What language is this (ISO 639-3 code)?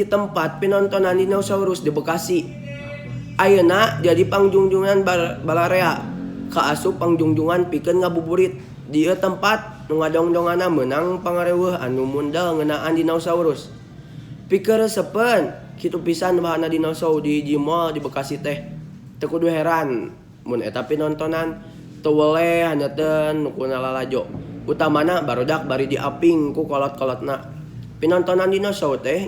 sun